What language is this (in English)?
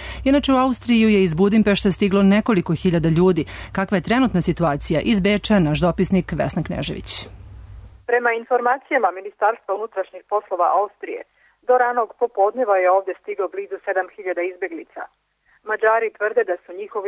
Serbian